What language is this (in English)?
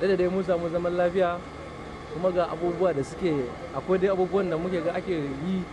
Hausa